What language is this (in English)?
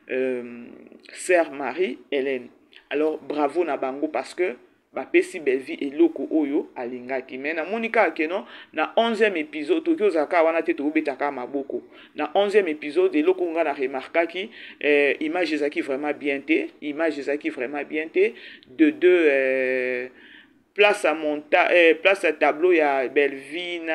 Lingala